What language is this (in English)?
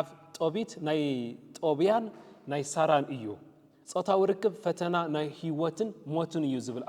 Tigrinya